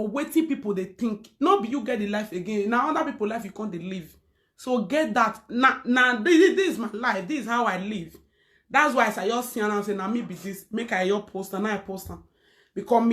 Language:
Nigerian Pidgin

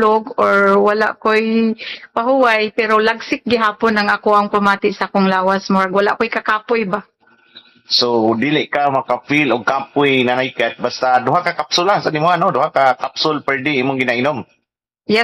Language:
Cebuano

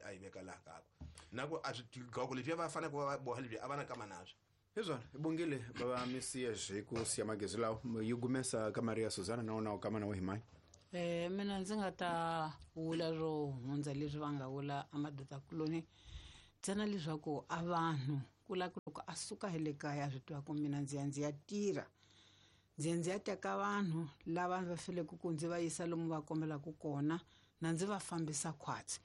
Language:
Tsonga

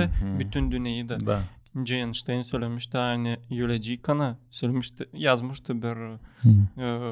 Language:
Gagauz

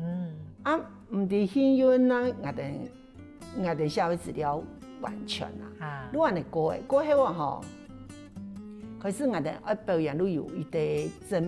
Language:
Hakka Chinese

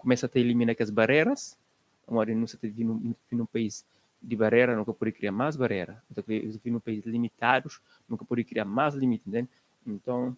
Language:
Kabuverdianu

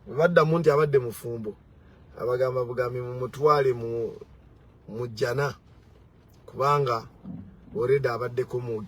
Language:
Ganda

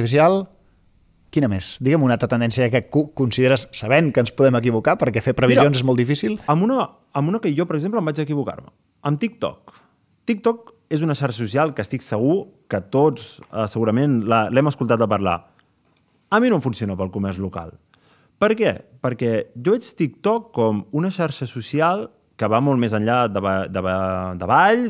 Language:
Catalan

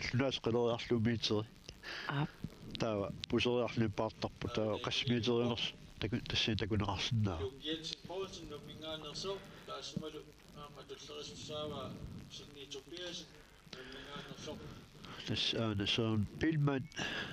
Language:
Kalaallisut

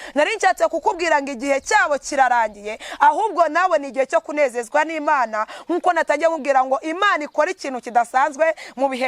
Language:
Kinyarwanda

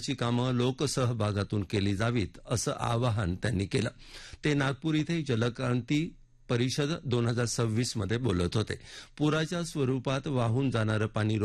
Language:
Marathi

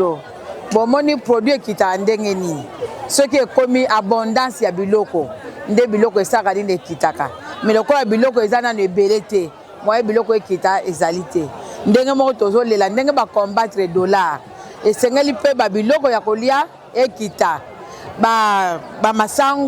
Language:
Lingala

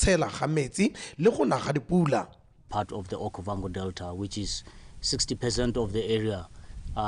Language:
Tswana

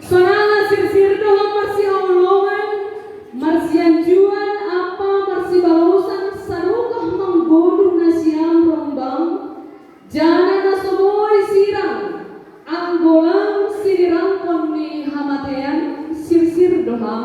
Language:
Batak Simalungun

